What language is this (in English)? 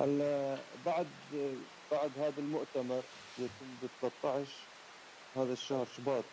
North Levantine Arabic